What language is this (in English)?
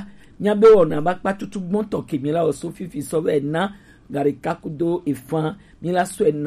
Gen